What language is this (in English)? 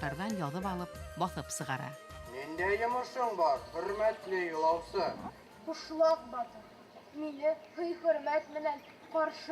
Bashkir